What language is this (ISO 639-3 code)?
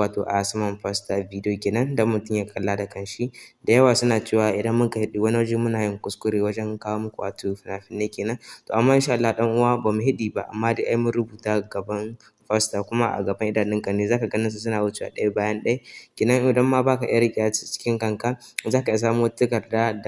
hau